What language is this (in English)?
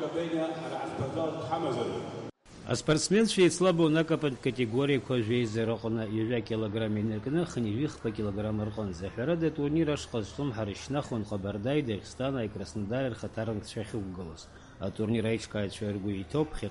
Abkhazian